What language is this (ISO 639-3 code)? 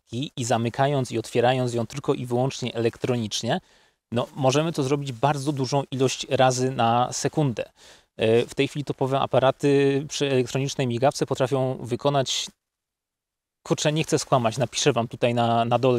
pol